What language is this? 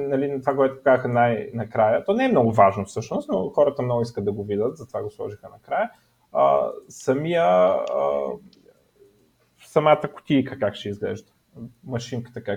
Bulgarian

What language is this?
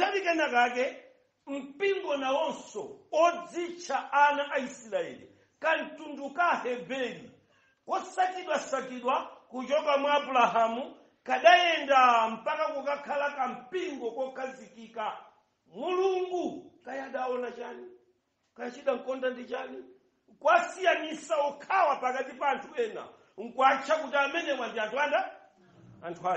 Nyanja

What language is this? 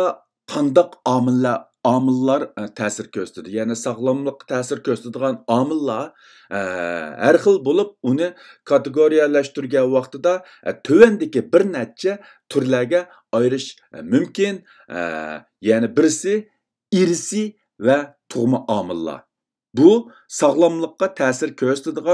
Uyghur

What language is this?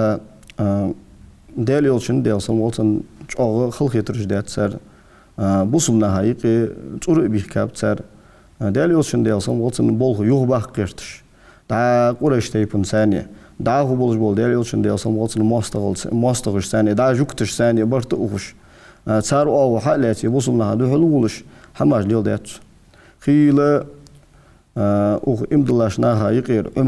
Ingush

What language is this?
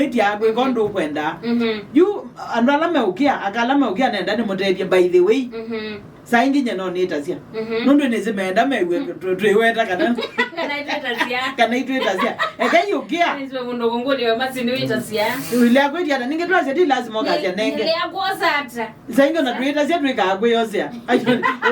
Kamba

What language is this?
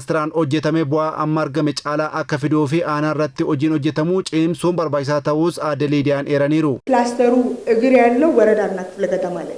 Oromo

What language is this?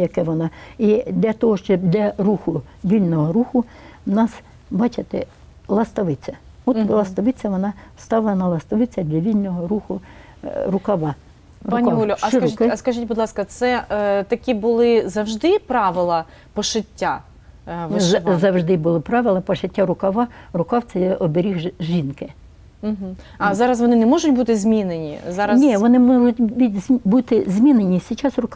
Ukrainian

